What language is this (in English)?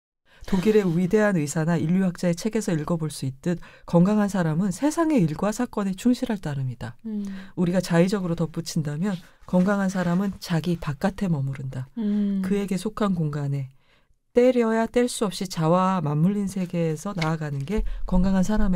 Korean